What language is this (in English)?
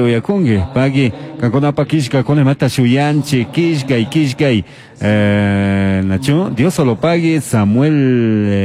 Chimborazo Highland Quichua